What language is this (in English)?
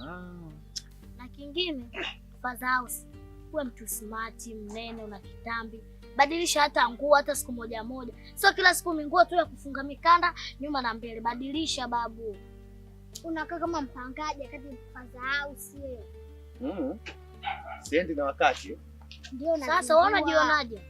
Swahili